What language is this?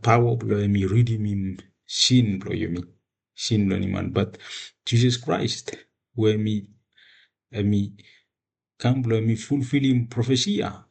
Bislama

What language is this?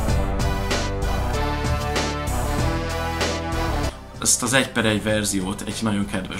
Hungarian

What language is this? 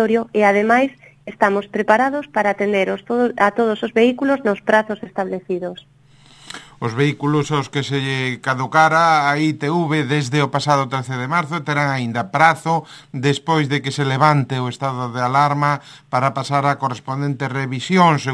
Galician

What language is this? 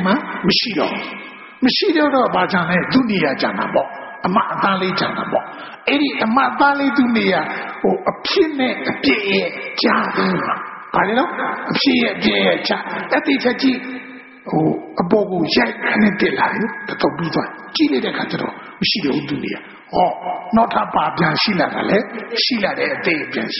Burmese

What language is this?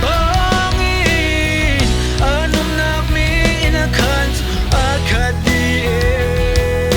Hakha Chin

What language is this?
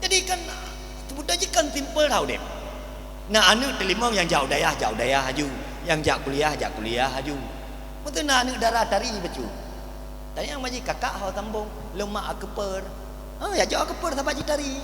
Achinese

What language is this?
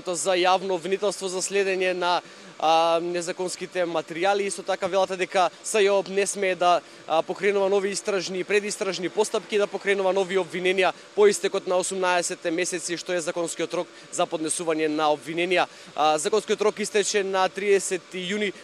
Macedonian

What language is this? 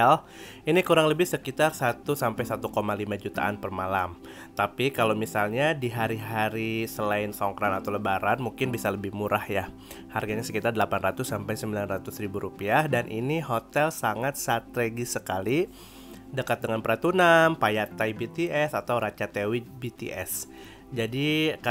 Indonesian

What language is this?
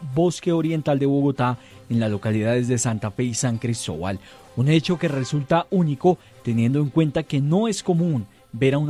Spanish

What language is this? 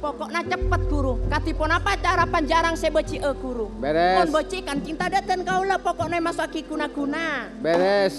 Madurese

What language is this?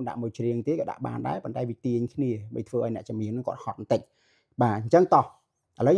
Khmer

